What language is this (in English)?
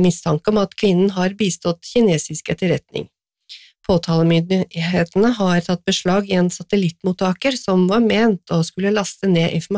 Norwegian